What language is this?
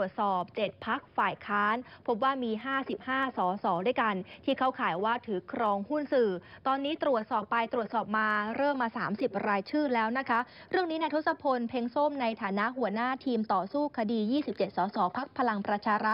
Thai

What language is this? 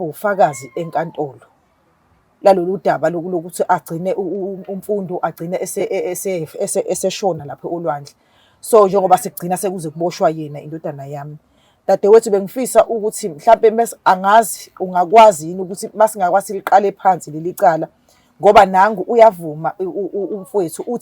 Zulu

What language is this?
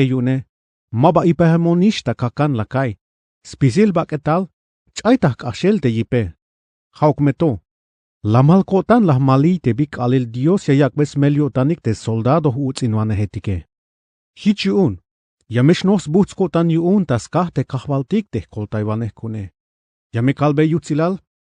Tzeltal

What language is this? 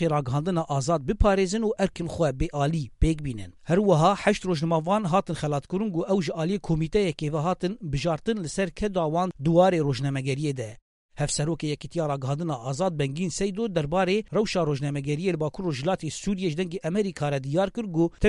Kurdish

